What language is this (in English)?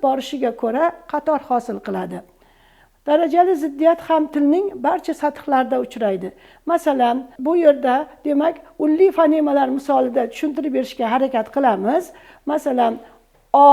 Uzbek